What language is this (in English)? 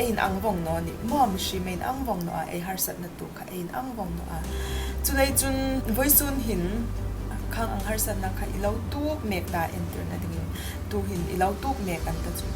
Mizo